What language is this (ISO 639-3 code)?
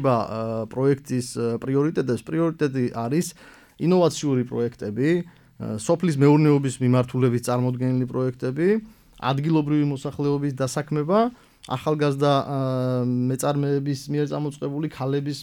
kat